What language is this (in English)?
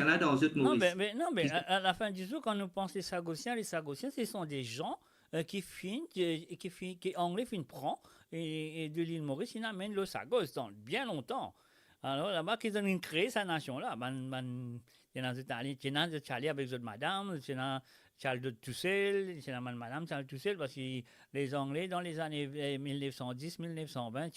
Morisyen